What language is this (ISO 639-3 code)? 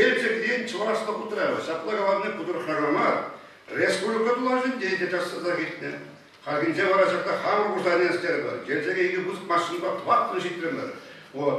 chv